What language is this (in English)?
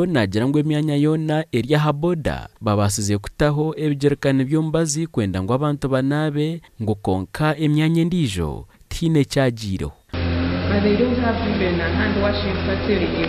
Nyankole